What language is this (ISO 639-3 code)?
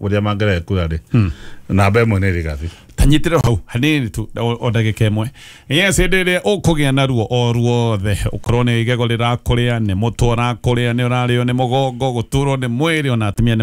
kik